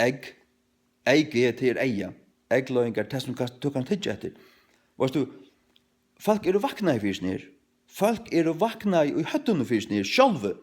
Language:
Faroese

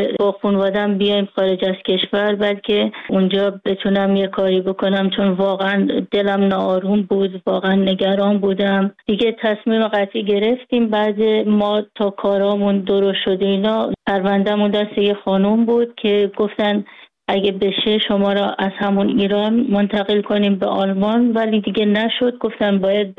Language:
Persian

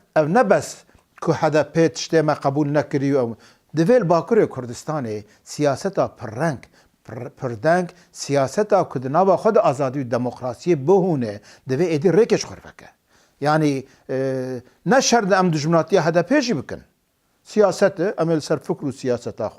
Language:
Kurdish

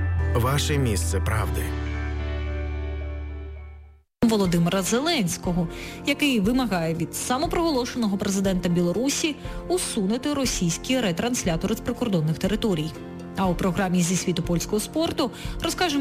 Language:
Ukrainian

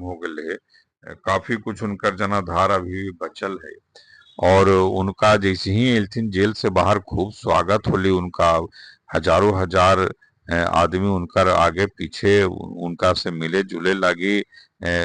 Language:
Magahi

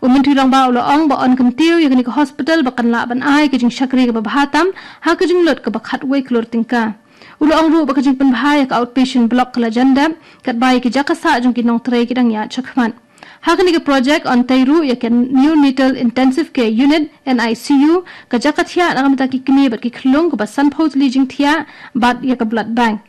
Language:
Khasi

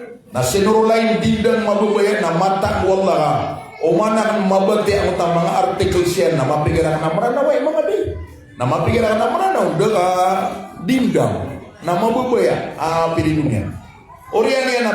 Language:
Maranao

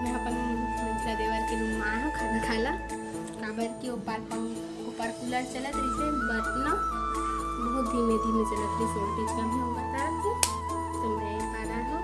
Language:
Chhattisgarhi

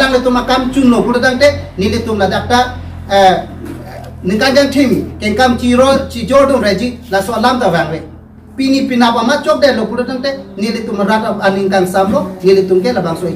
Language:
Karbi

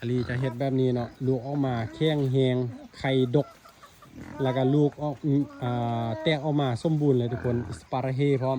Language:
Lao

